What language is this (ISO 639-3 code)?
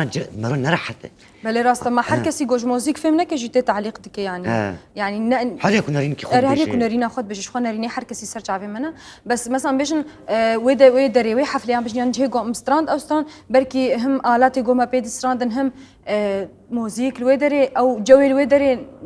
kur